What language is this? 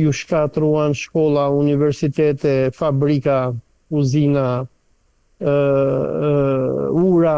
Albanian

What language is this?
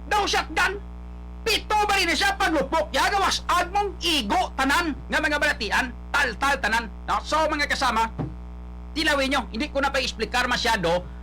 Hiligaynon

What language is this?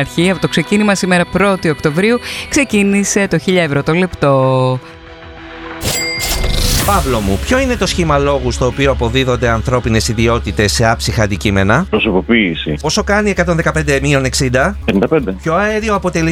Greek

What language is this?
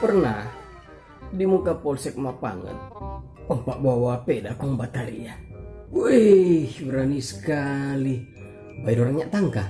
Manado Malay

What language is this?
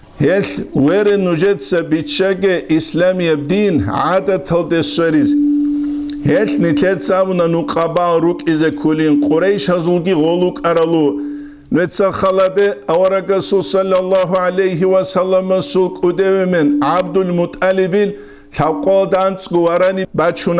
Avaric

